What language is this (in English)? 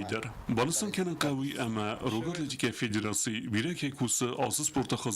Ossetic